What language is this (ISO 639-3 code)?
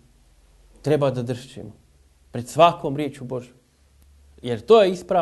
hrv